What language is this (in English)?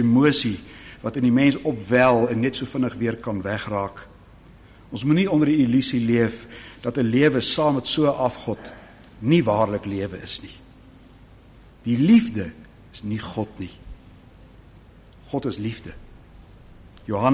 Afrikaans